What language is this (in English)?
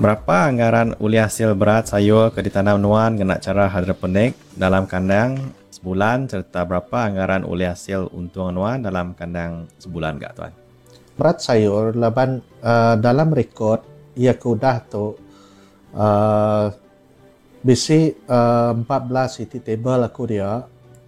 Iban